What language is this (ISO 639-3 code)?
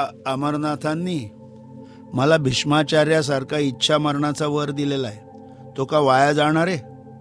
mar